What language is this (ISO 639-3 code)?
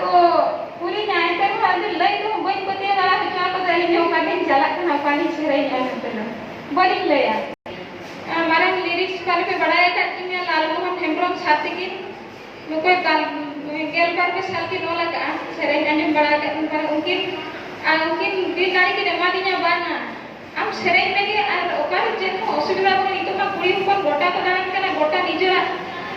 sat